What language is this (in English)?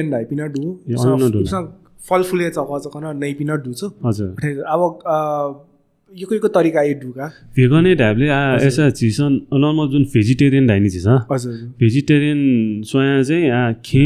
Newari